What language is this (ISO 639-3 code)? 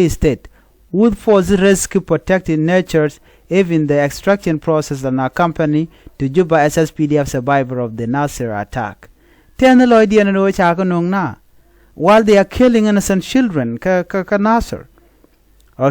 nus